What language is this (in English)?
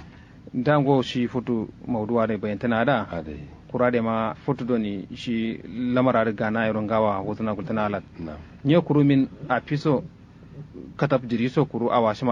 Kanuri